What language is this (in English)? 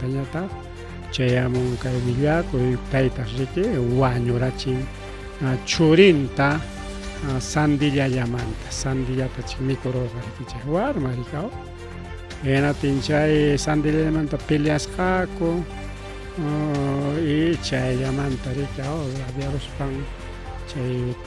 Ayacucho Quechua